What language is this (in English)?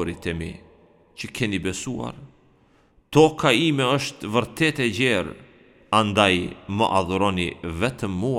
Albanian